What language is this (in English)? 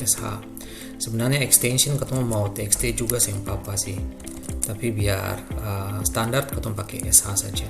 Ambonese Malay